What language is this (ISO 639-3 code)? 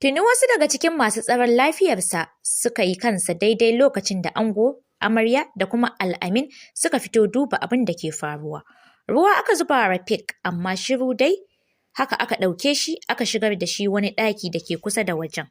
hau